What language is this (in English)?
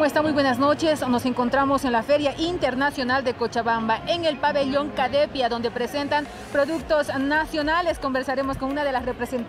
Spanish